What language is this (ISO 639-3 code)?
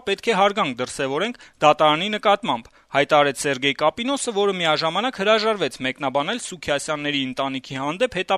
hye